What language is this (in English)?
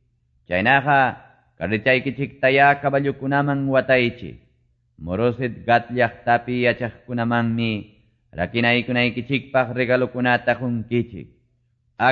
Quechua